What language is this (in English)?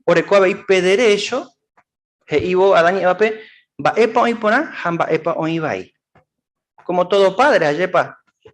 Guarani